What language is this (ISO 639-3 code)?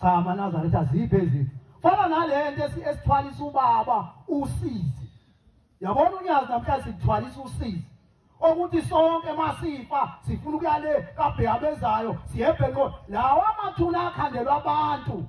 zul